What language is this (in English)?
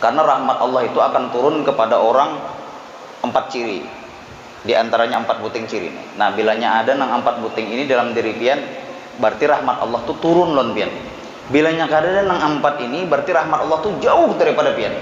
Banjar